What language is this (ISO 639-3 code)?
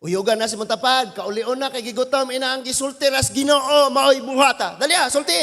ceb